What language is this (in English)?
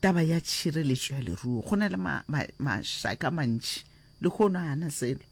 Northern Sotho